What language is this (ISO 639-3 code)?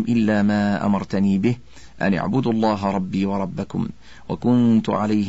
ara